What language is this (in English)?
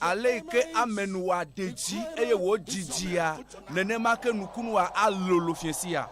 Ewe